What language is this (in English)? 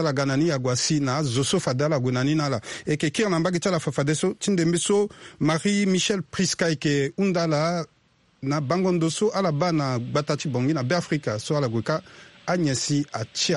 Sango